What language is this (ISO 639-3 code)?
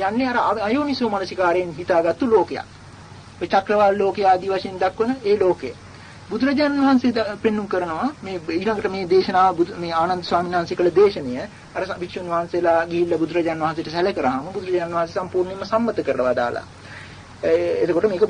sin